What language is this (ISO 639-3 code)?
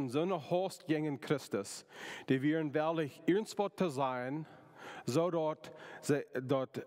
pdt